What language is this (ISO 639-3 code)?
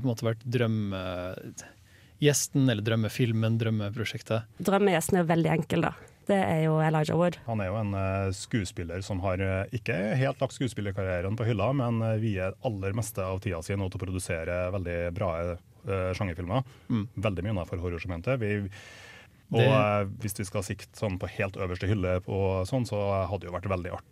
nor